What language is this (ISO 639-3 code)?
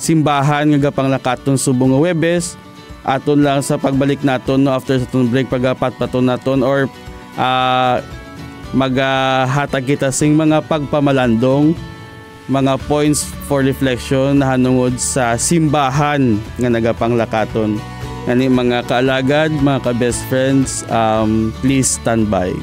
hil